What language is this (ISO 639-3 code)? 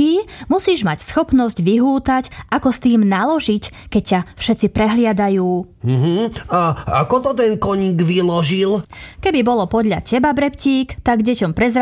slk